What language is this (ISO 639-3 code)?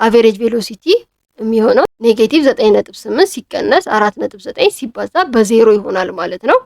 amh